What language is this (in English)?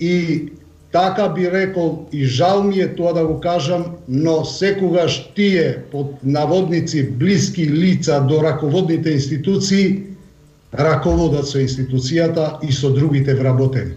Macedonian